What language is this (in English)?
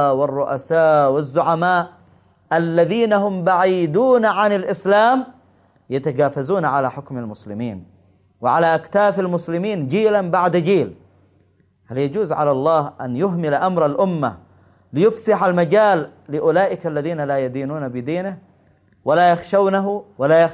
Arabic